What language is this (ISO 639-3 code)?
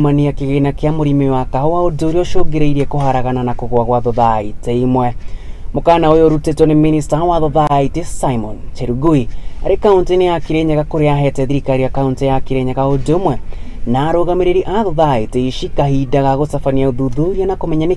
kik